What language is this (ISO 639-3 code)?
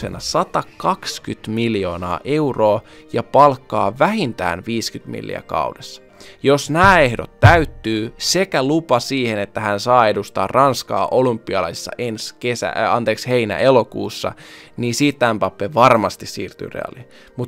fin